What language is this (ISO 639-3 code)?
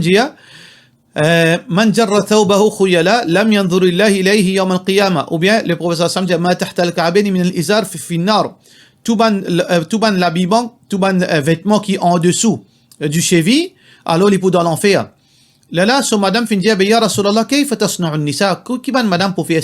mfe